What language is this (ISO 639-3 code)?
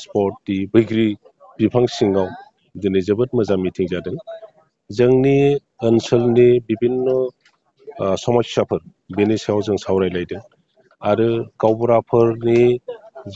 brx